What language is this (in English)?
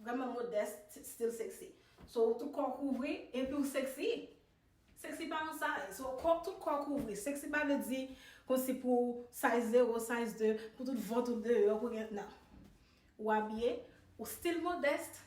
Haitian Creole